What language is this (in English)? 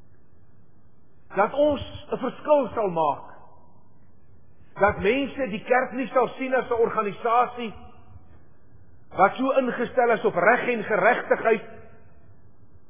Afrikaans